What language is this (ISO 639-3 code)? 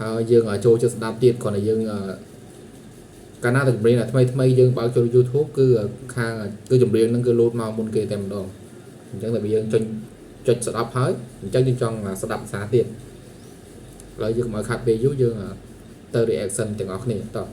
khm